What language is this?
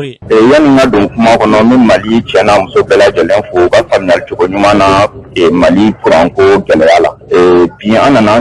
Bambara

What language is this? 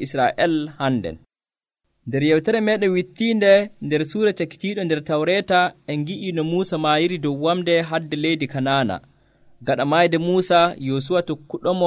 Nigerian Fulfulde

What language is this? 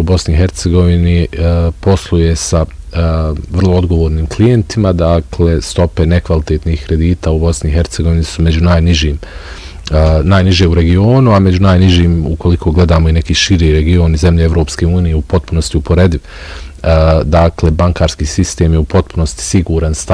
Bosnian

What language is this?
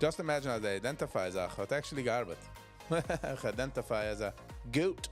Yiddish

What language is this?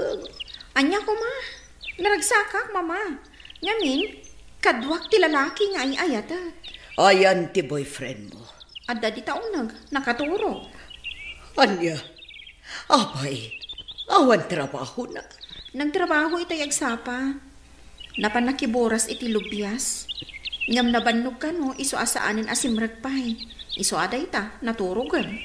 Iloko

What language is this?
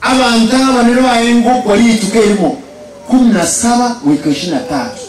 Gusii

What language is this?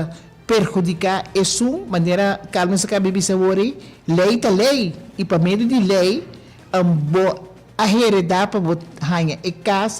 Papiamento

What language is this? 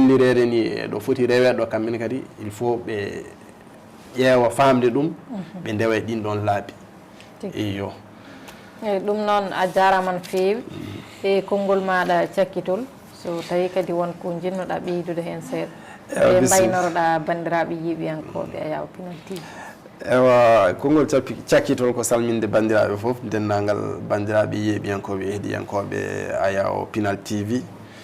Fula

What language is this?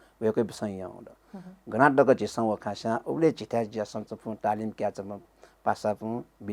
Newari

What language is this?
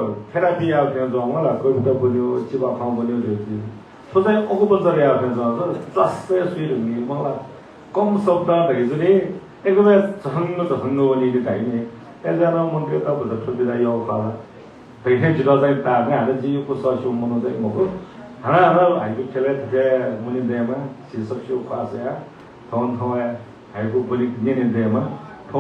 Newari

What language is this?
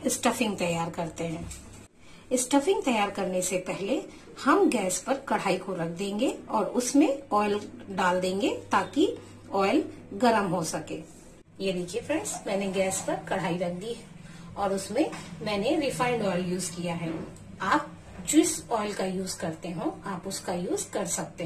Hindi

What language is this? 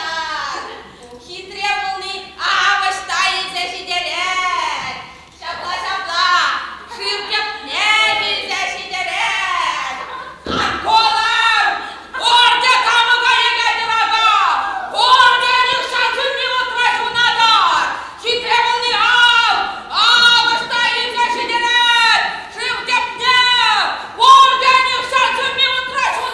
Chuvash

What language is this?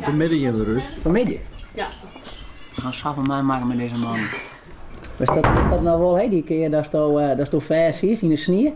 Western Frisian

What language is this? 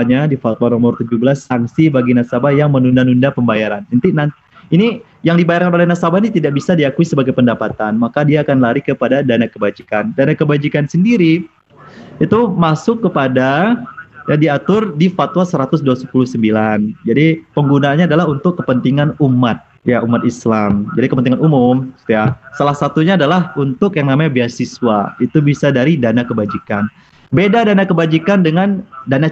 Indonesian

